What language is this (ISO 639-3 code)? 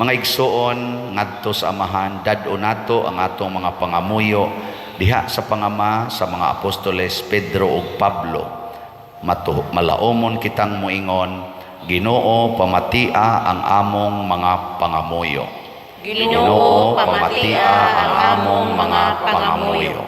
ceb